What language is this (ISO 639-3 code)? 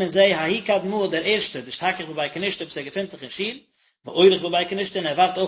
yid